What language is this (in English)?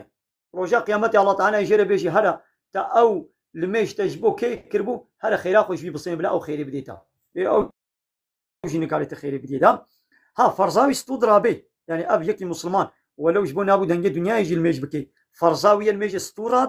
Kurdish